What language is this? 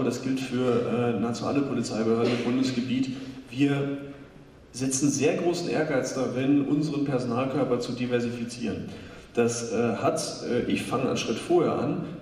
German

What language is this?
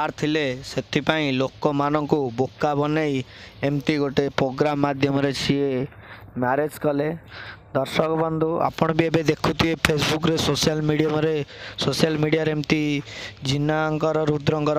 Odia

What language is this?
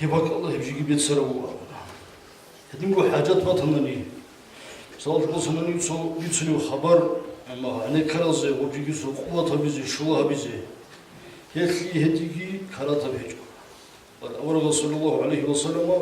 Avaric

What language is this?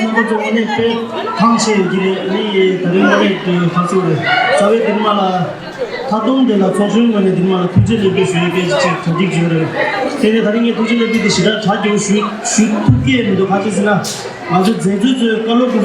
Tibetan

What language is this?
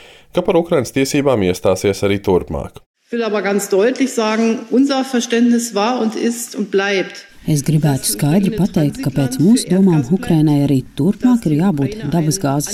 Latvian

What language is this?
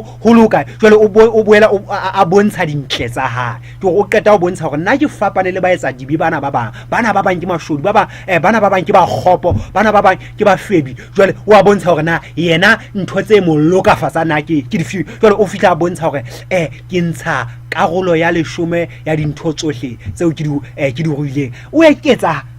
Southern Sotho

